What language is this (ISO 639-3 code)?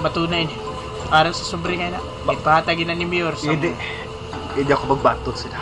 hil